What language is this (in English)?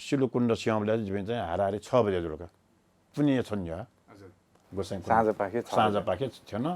Newari